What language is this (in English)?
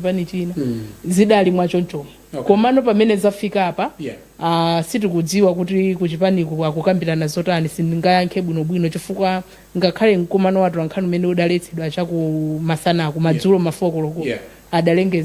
Nyanja